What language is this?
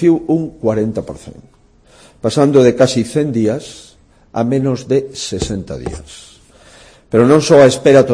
Galician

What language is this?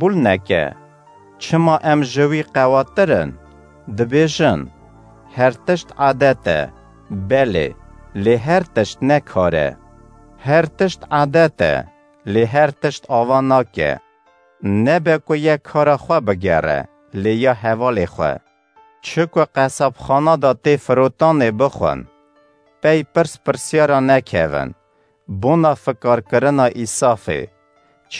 Kurdish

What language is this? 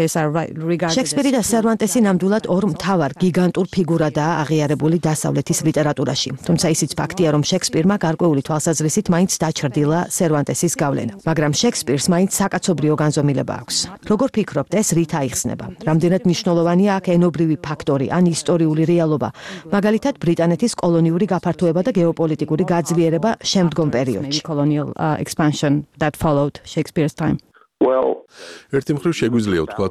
Georgian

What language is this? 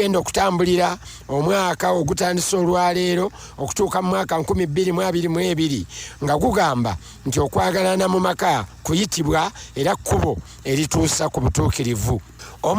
Ganda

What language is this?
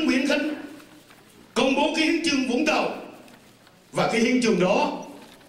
Vietnamese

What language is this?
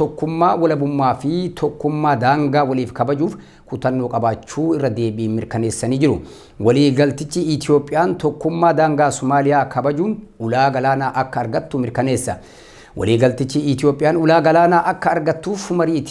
Oromo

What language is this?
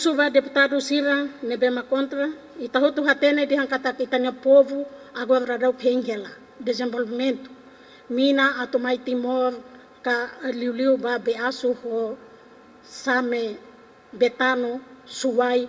Tetum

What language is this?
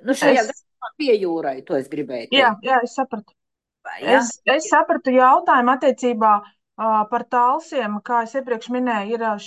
Latvian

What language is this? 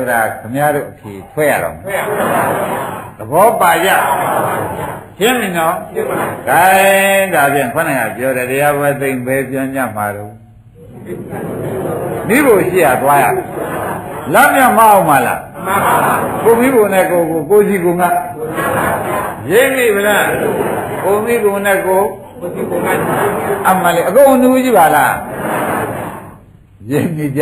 Burmese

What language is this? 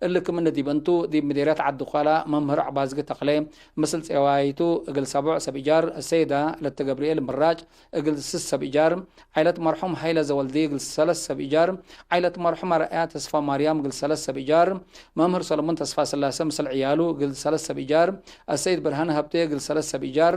Tigre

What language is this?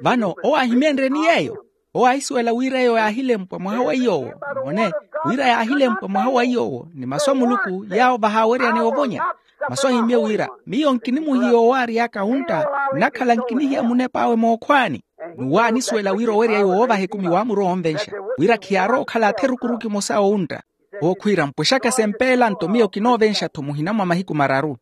Makhuwa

